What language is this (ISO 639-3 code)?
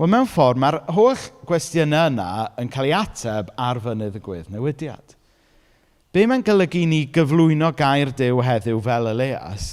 cym